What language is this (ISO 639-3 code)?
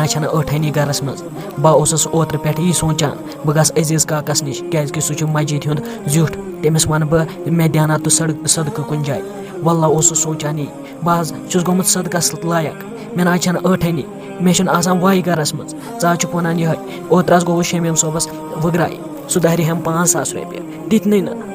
kas